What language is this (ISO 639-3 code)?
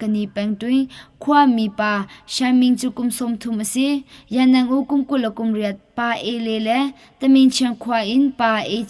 cnh